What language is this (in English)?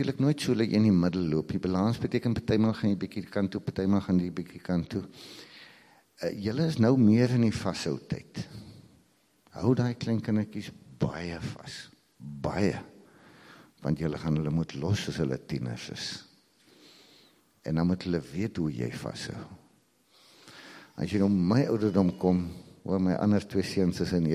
Afrikaans